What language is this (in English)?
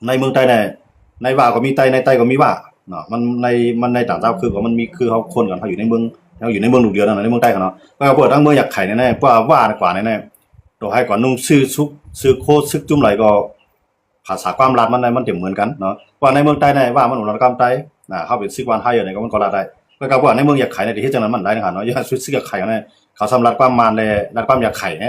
Shan